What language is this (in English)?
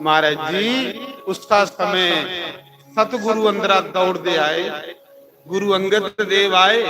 Dogri